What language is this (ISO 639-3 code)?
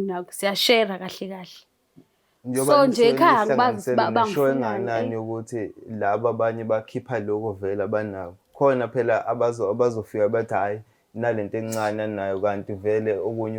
zul